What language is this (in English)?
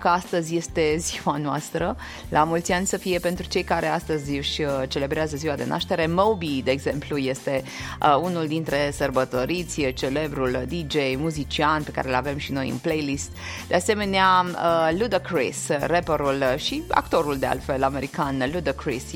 Romanian